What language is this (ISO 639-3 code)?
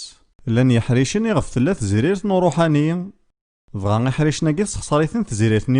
kab